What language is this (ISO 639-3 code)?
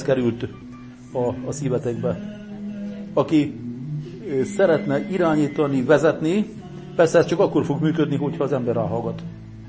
hun